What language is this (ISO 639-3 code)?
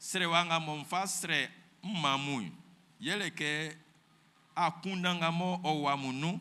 bci